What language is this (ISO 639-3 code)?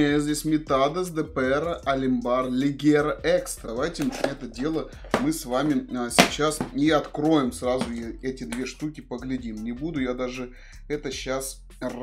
rus